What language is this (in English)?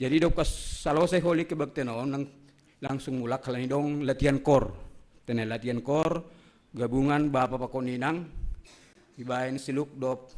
Batak Simalungun